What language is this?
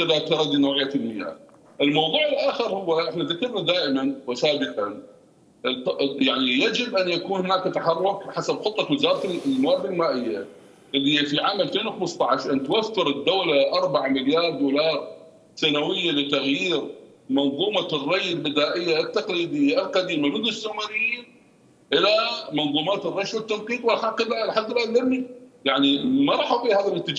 Mesopotamian Arabic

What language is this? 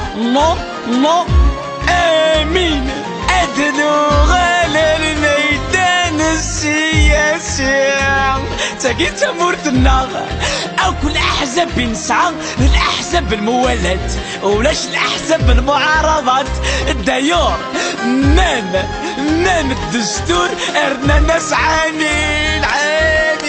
Kabyle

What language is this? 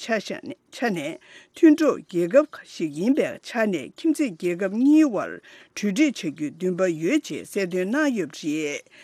Tibetan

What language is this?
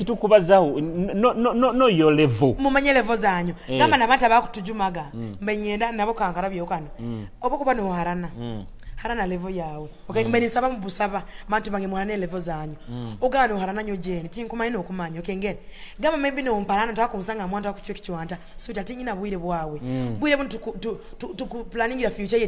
Nyoro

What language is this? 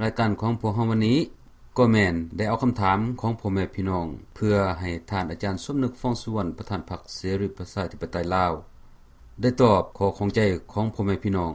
Lao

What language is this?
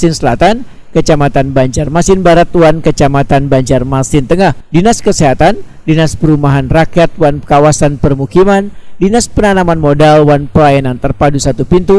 Banjar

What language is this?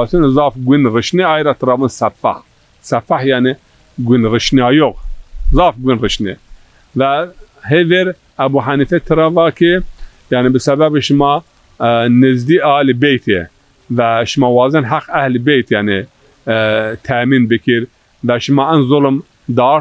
Zaza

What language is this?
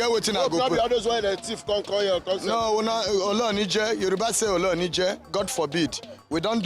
Nigerian Pidgin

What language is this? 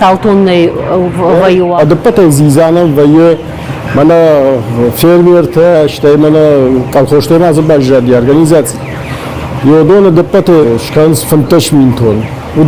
Ossetic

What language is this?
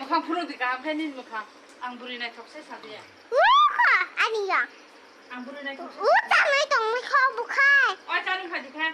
Kok Borok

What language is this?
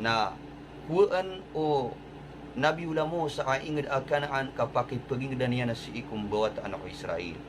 Maranao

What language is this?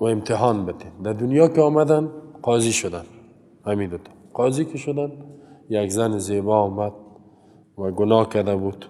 Persian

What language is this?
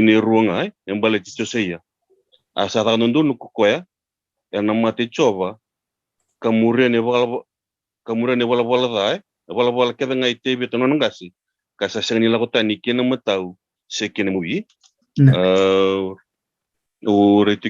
Fijian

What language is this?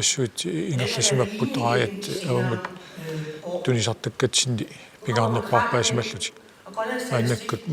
Kalaallisut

